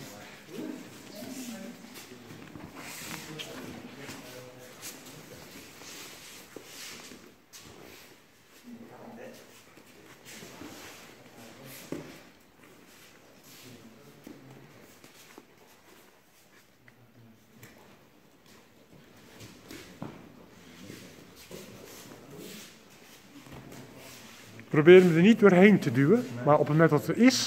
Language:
Dutch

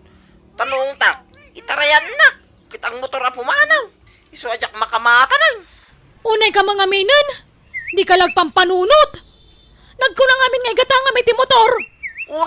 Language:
Iloko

